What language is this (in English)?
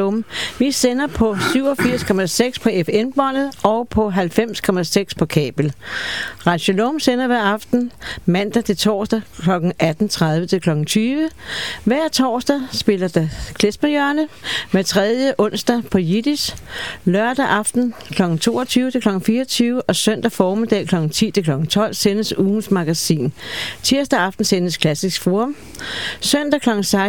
Danish